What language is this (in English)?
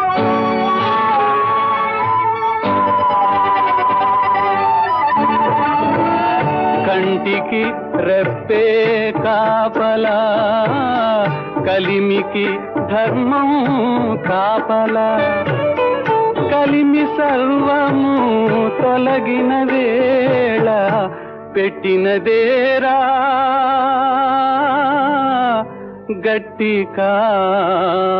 Telugu